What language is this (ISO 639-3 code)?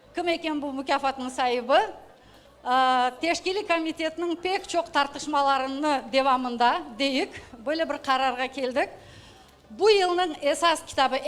crh